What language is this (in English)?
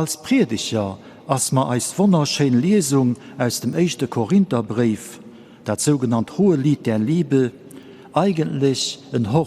Luxembourgish